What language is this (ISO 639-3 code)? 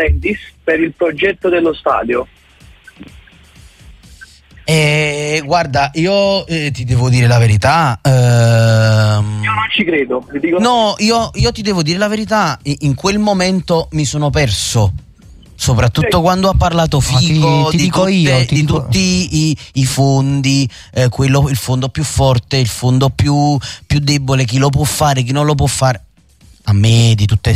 ita